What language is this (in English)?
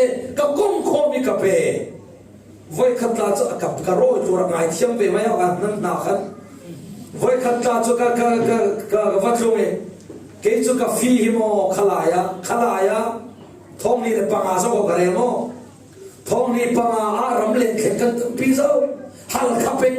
Falam Chin